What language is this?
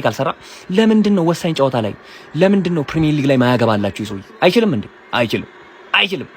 Amharic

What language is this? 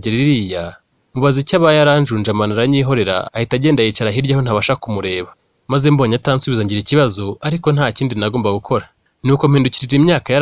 Kinyarwanda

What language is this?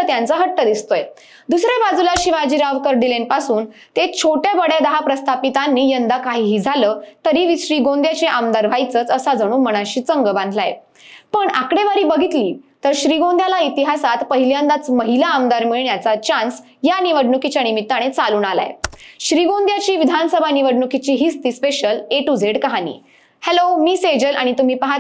Marathi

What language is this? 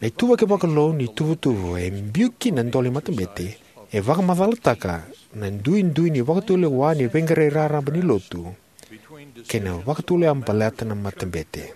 Fijian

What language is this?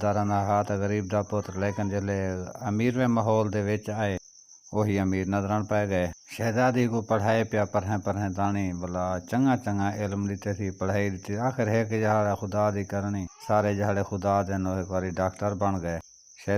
Saraiki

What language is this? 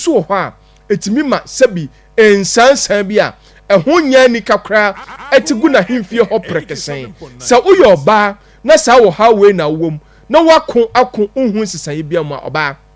Akan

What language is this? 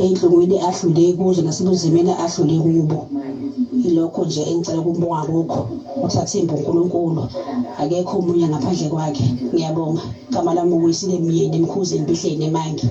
Zulu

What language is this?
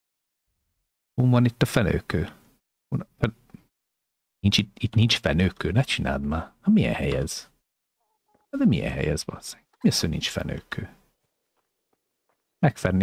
Hungarian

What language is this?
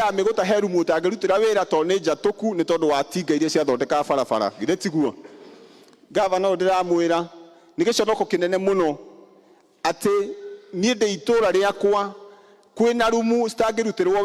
Kikuyu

